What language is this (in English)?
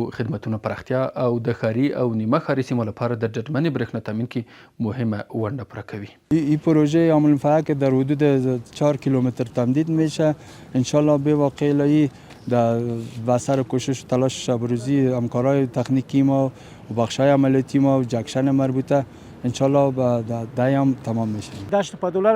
Pashto